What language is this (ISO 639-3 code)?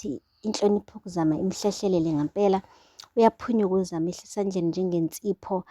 zul